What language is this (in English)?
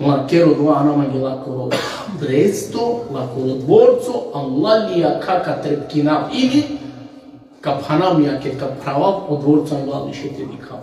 Balkan Romani